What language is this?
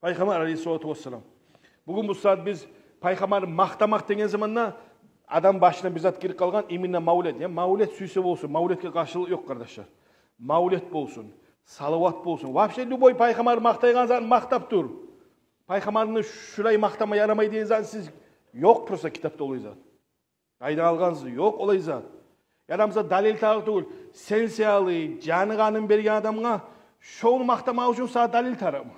Kumyk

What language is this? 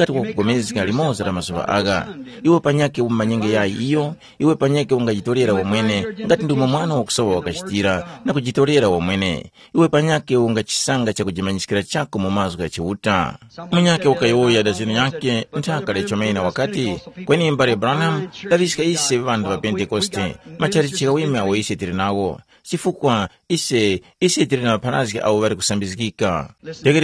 Tumbuka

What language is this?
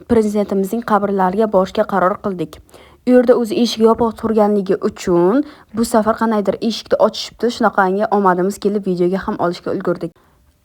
Uzbek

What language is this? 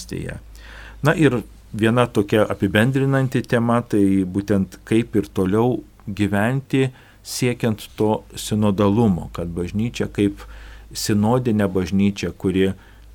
Lithuanian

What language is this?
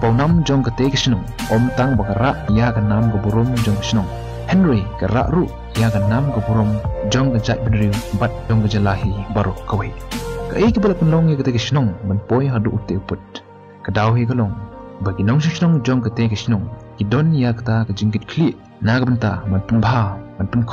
Khasi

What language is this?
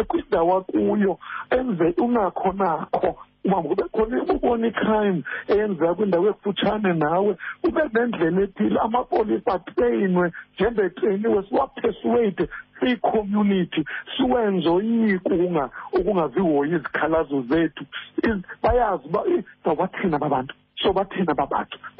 Xhosa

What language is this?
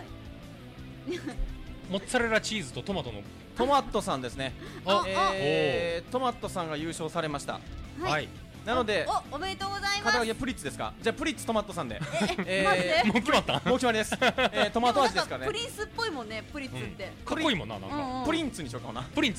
Japanese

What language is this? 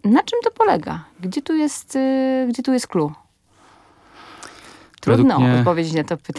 Polish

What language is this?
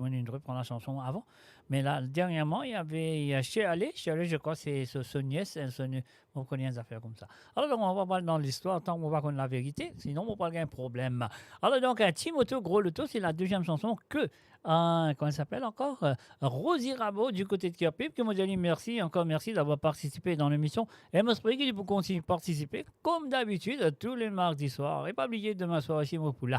Morisyen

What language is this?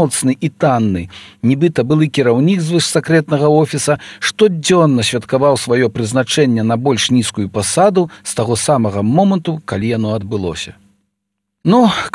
Belarusian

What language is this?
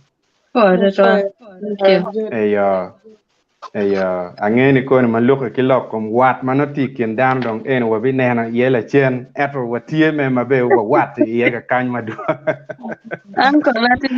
Acoli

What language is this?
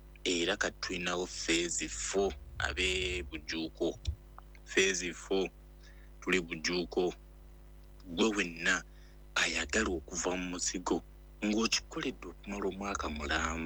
Ganda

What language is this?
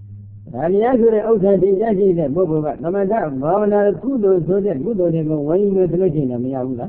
Burmese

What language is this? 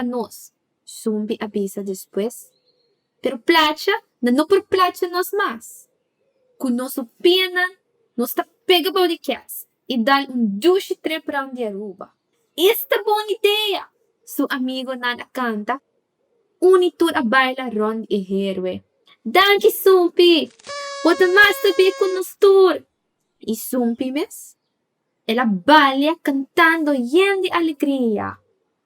Papiamento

